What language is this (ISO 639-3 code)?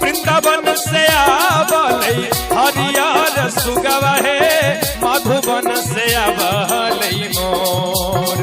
mag